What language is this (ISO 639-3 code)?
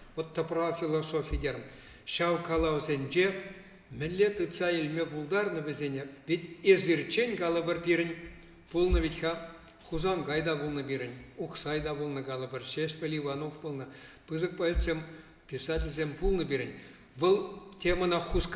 chv